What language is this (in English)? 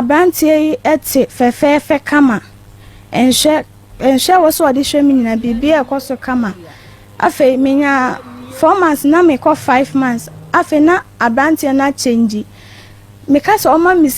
Akan